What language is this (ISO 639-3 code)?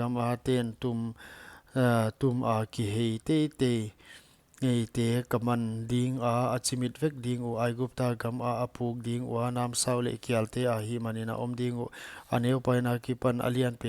pck